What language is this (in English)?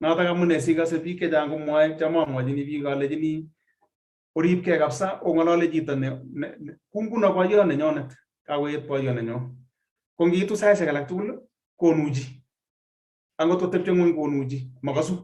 Kalenjin